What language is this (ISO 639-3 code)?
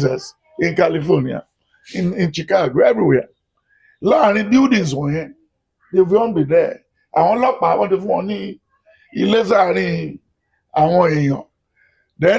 yor